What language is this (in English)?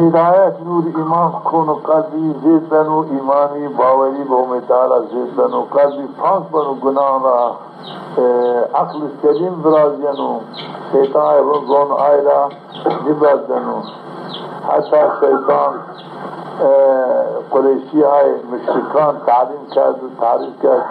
Zaza